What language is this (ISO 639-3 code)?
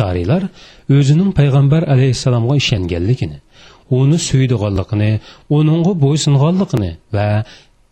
uig